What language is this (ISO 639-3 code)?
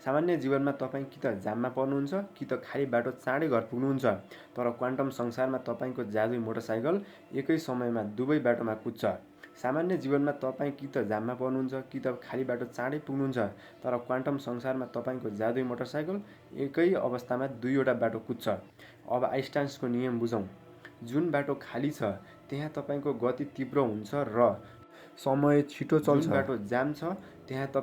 nep